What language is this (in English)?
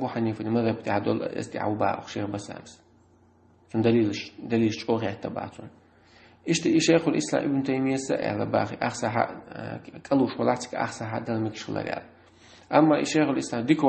Chechen